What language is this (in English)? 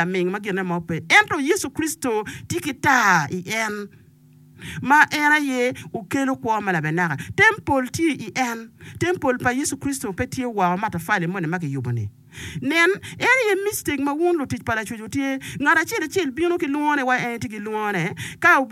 Acoli